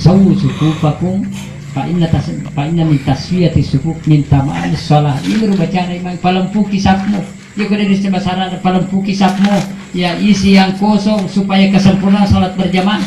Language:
Buginese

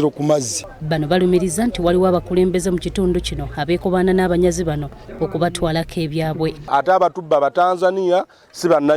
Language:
Ganda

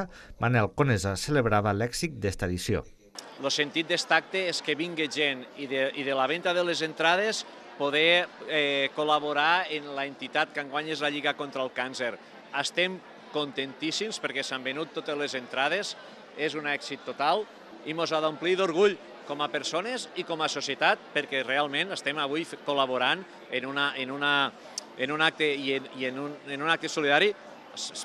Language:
Catalan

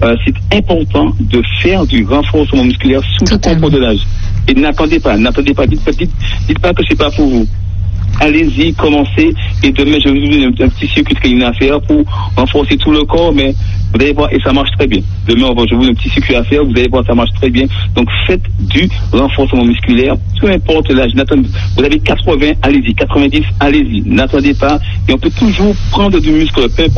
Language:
French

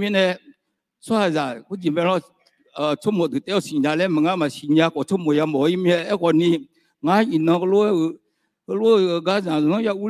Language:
Akha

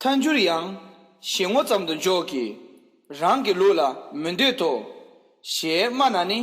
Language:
Tibetan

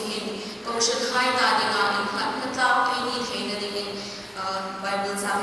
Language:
Hmar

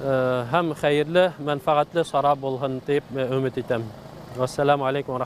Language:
Bashkir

